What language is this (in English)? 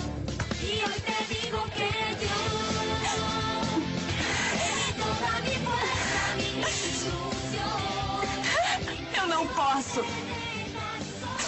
Portuguese